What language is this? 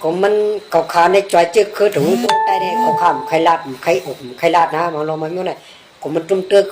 Shan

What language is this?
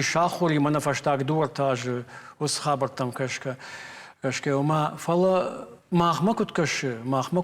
Ossetic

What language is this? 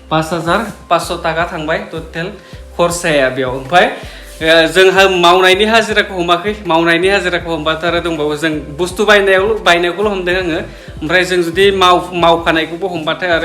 Bodo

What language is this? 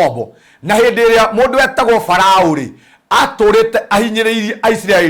Kikuyu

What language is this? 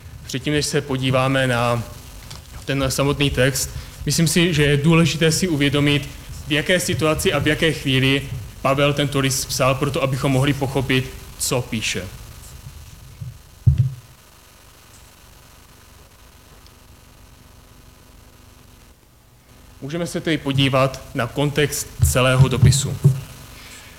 Czech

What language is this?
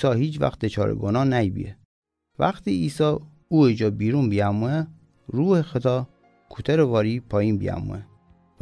Gilaki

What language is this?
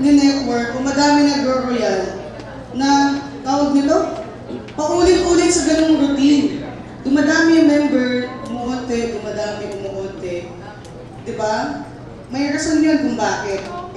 Filipino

